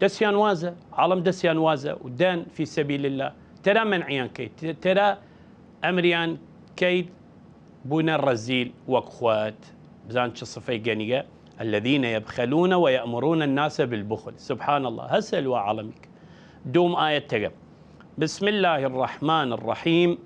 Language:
Southern Kurdish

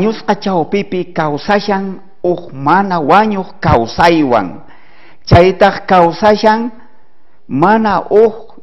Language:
South Bolivian Quechua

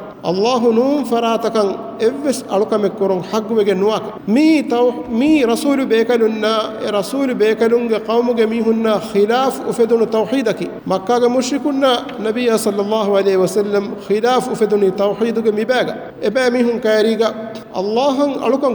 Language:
Divehi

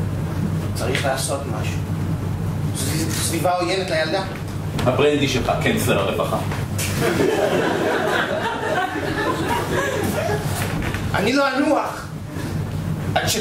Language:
Hebrew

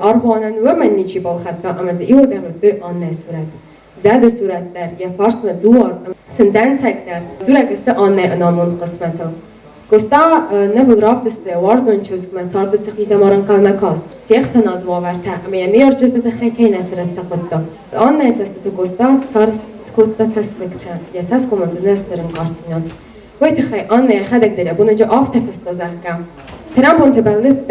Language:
Ossetic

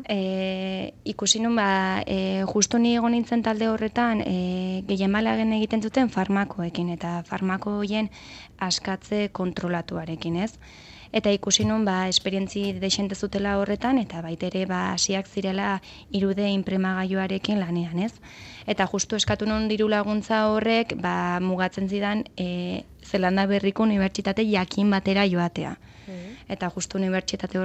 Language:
Basque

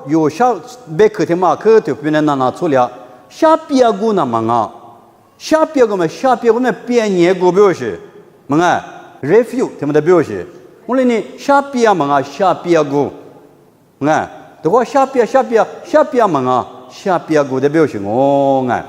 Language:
Lisu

